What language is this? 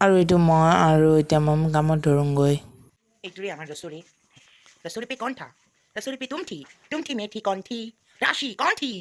Assamese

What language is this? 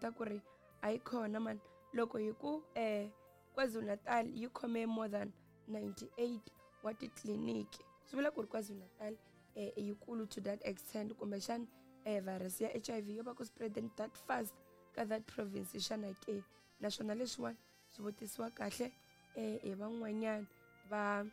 Tsonga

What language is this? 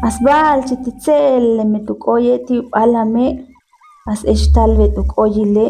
Ixil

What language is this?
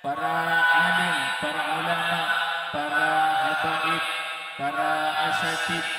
Madurese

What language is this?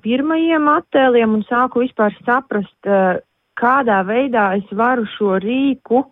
Latvian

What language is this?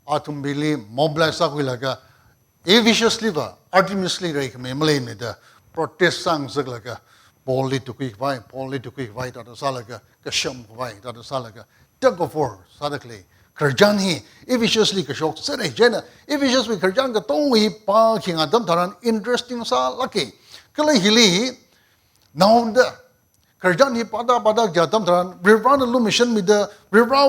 Tangkhul Naga (India)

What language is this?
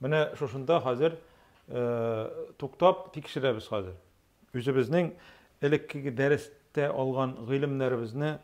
Tatar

